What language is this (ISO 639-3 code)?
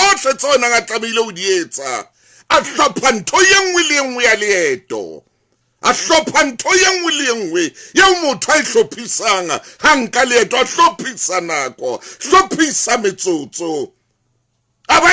sot